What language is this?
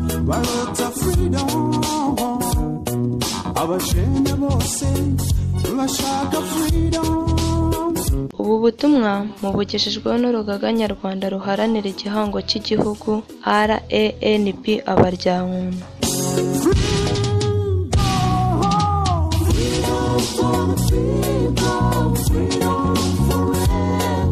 Kinyarwanda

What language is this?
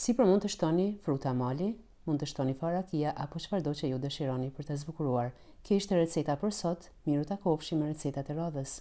Albanian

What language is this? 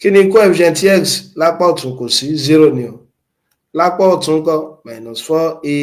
Yoruba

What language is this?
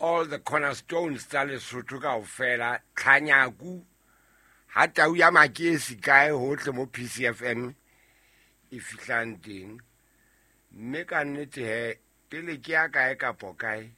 Southern Sotho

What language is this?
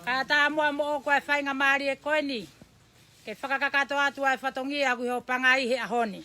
Tongan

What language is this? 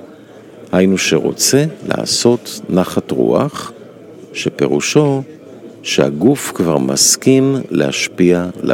Hebrew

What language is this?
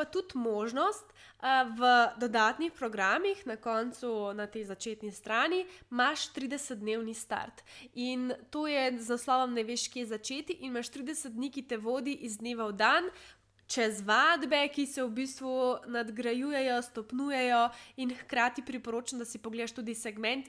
Slovenian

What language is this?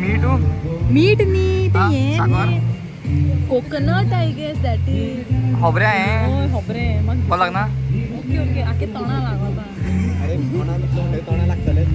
Konkani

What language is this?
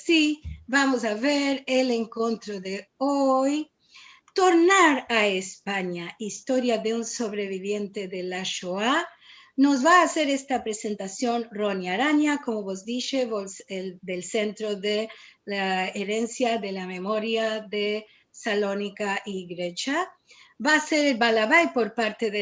Ladino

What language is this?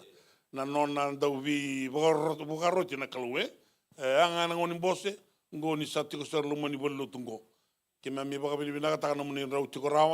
Fijian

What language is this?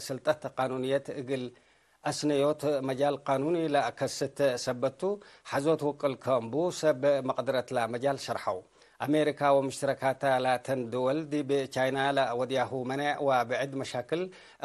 Tigre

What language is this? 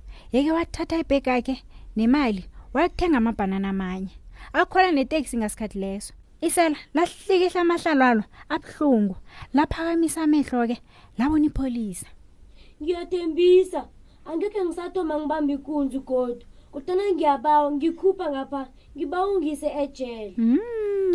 South Ndebele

